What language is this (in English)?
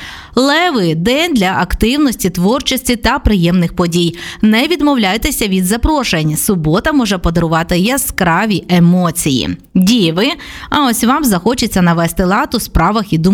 Ukrainian